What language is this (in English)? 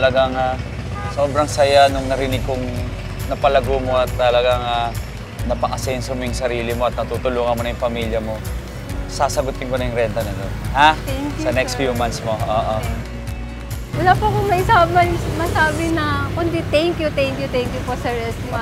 Filipino